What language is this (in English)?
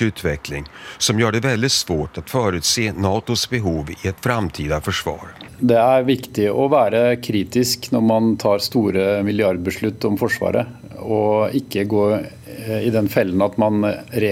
Swedish